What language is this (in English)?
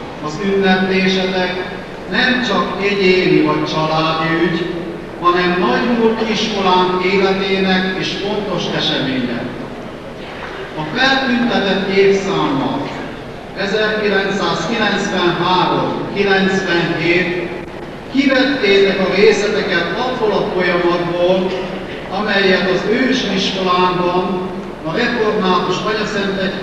Hungarian